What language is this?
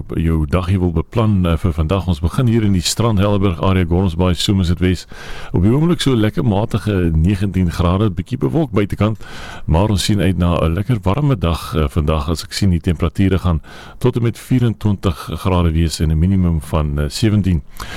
Afrikaans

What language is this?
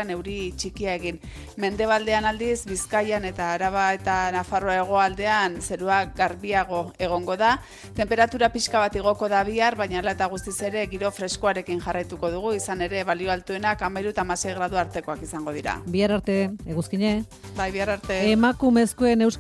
Basque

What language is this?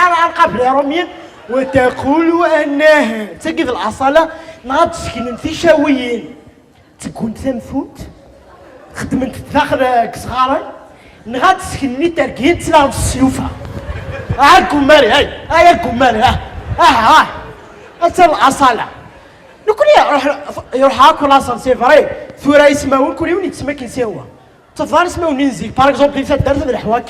Kabyle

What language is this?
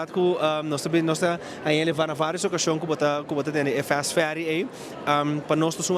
Papiamento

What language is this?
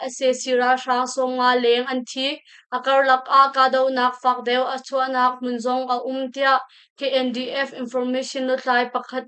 Hakha Chin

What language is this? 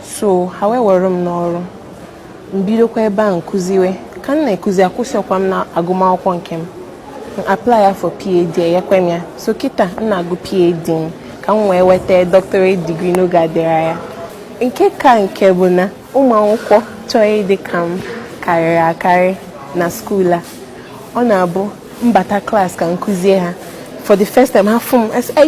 Igbo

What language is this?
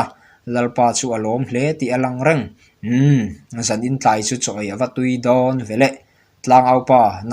Mizo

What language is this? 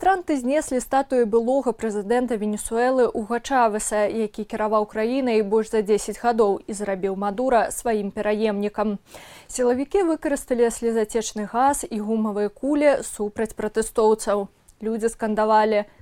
Belarusian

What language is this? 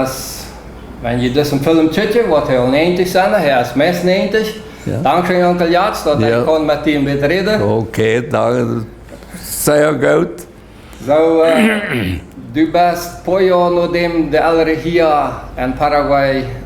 Plautdietsch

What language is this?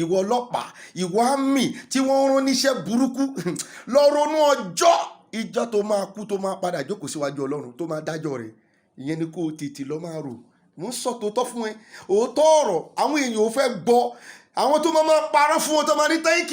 Yoruba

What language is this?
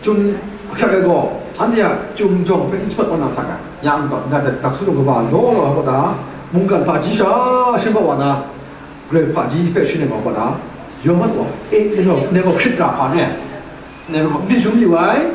Kachin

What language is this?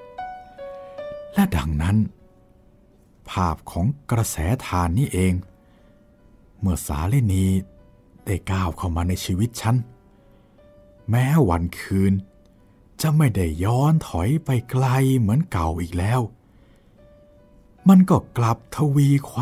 Thai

